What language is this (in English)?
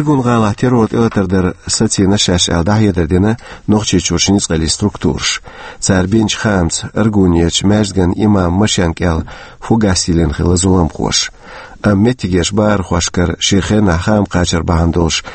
Chechen